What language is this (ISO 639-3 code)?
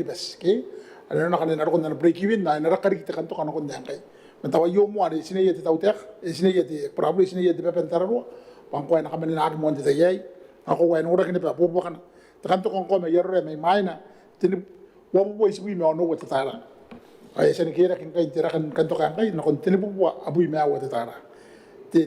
gil